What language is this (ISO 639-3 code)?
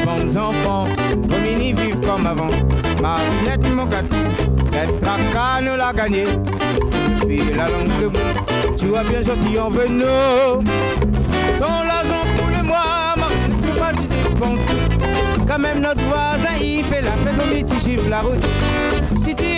rcf